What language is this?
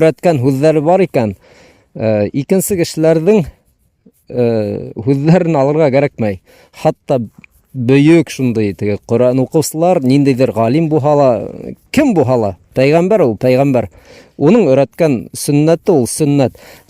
Bashkir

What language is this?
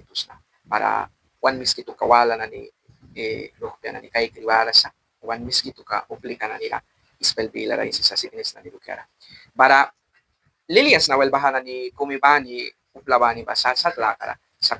Mískito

